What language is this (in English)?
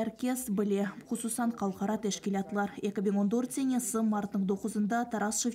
Crimean Tatar